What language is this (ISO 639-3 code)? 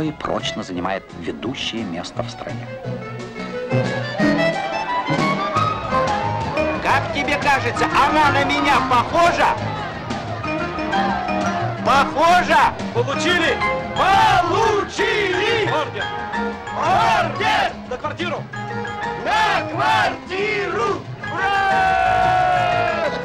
rus